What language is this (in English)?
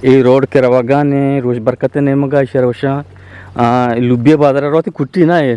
Eastern Balochi